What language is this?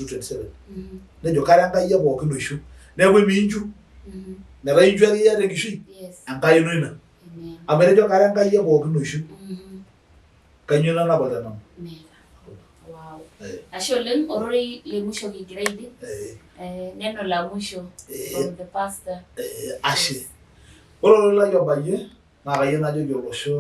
Masai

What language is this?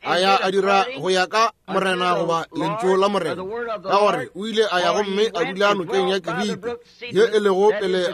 Northern Sotho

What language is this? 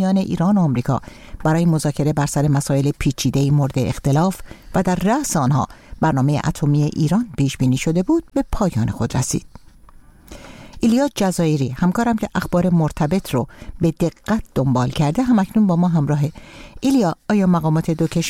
Persian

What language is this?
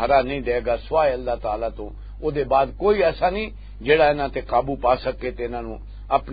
Western Panjabi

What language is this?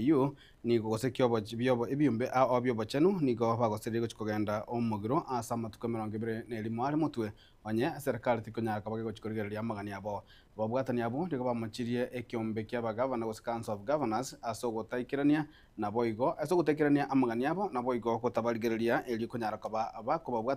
Gusii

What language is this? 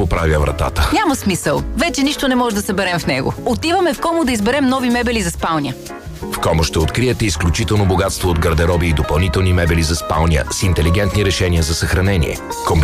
Bulgarian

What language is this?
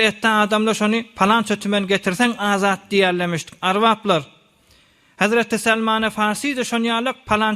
Turkmen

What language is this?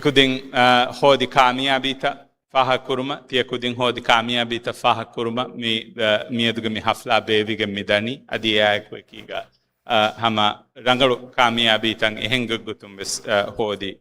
Divehi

